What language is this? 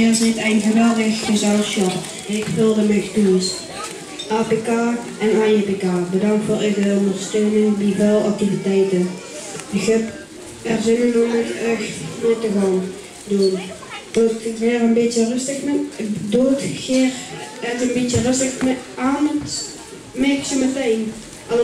Limburgish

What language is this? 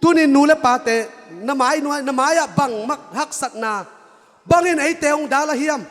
Tedim Chin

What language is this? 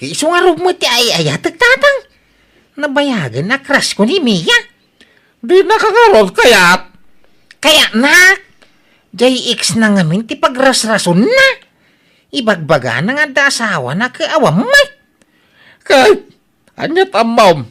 Iloko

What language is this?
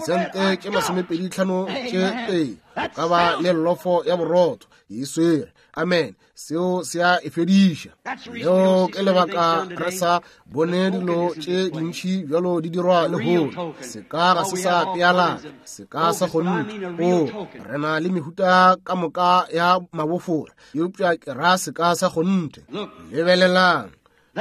Northern Sotho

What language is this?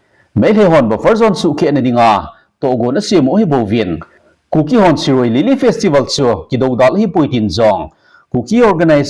Thado Chin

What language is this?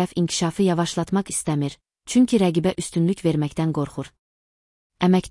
Azerbaijani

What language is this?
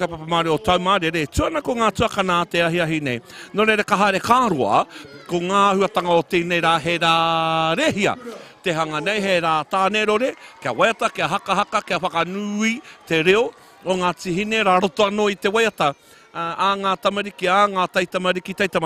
Māori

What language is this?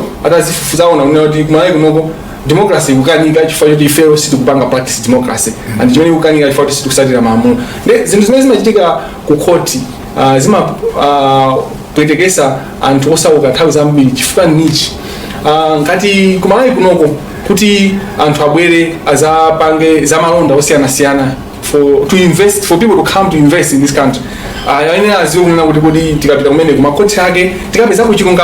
Nyanja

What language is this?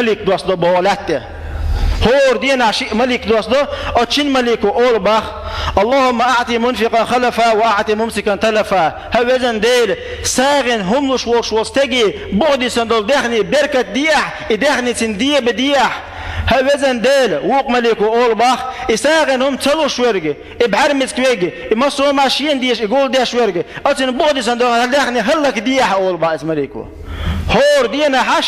Chechen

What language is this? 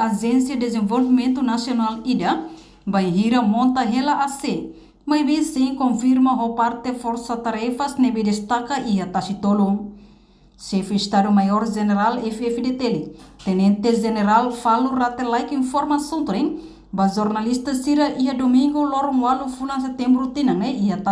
Tetum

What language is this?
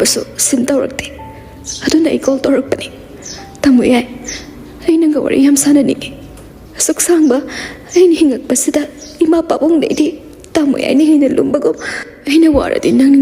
Manipuri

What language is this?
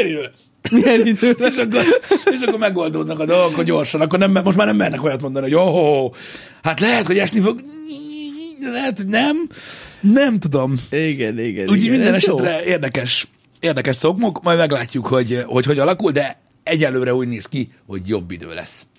Hungarian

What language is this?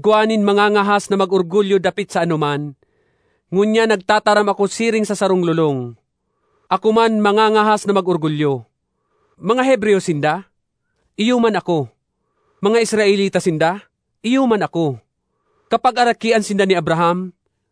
Bikol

